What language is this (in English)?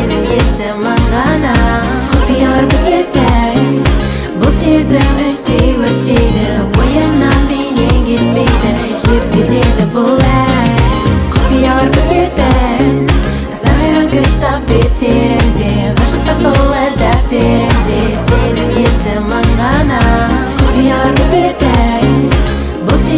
Kazakh